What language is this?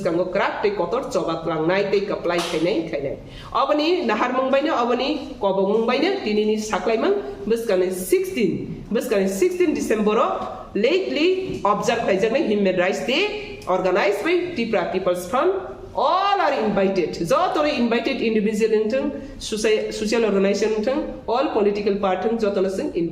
Kok Borok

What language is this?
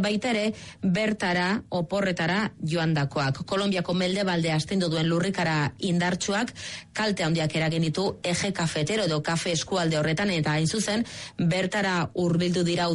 Basque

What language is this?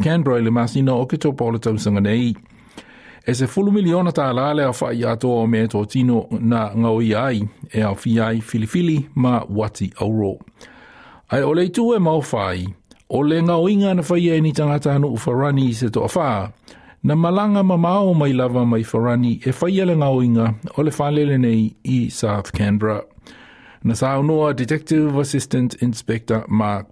Samoan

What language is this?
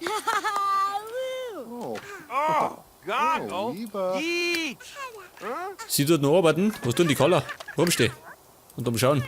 Bavarian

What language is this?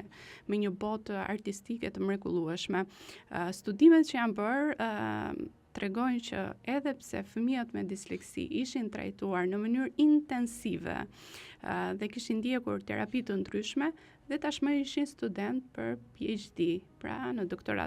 Albanian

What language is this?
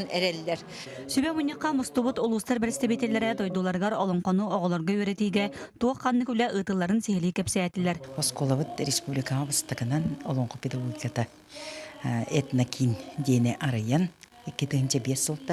Yakut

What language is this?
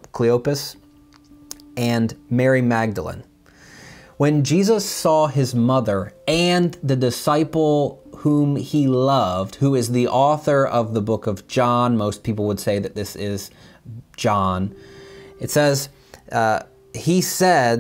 English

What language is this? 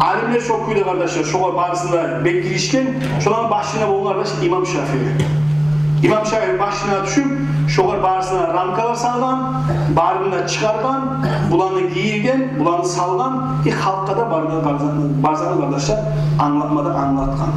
Kumyk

